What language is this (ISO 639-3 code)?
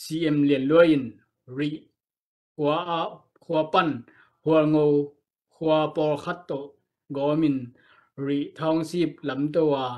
ctd